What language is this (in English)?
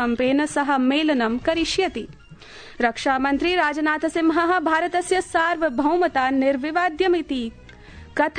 Sanskrit